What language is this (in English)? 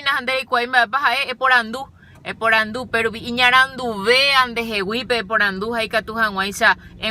Guarani